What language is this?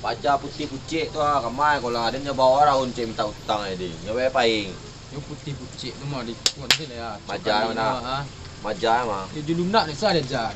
Minangkabau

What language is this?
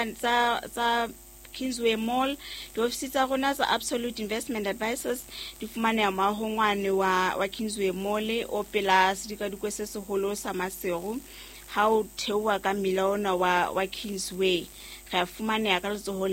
Southern Sotho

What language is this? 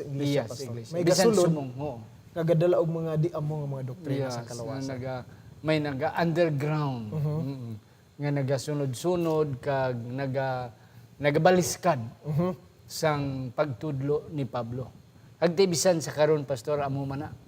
Hiligaynon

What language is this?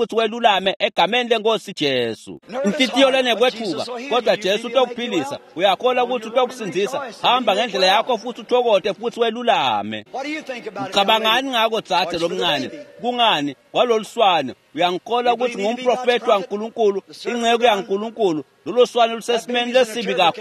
Swati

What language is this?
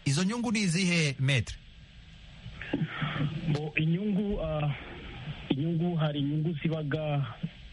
Kinyarwanda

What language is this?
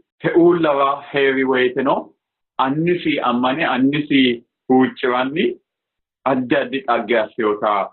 Sidamo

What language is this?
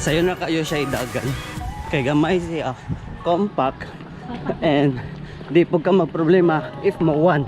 Cebuano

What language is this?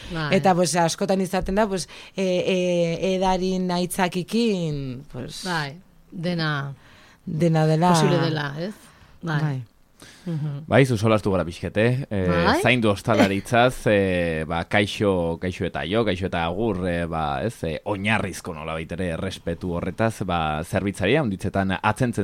Basque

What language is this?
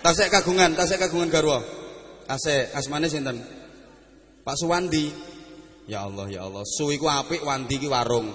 Javanese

